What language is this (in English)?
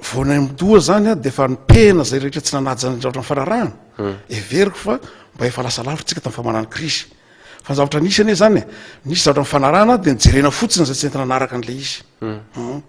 Malagasy